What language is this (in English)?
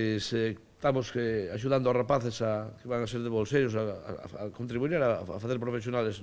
Galician